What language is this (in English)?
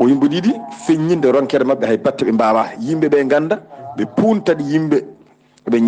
Fula